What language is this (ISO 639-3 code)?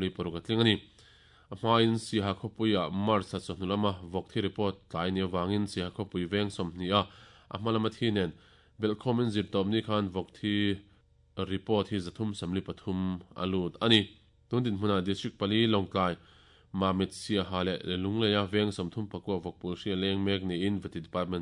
lus